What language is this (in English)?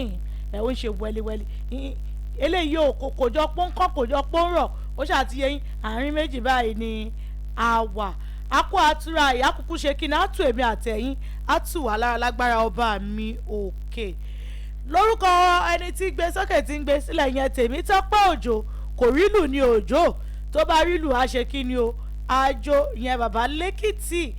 Yoruba